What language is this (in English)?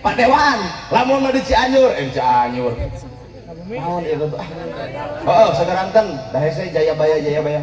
Sundanese